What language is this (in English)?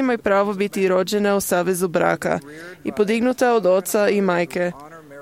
Croatian